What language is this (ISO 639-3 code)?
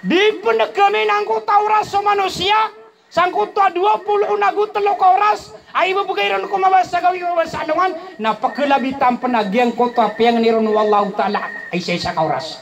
mrw